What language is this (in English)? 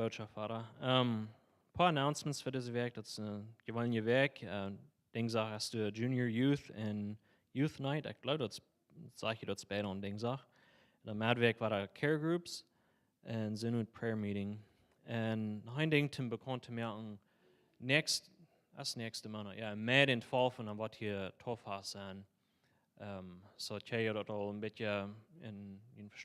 Plautdietsch